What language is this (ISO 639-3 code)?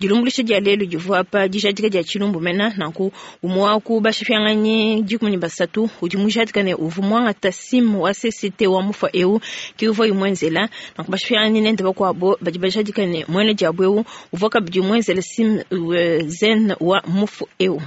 lua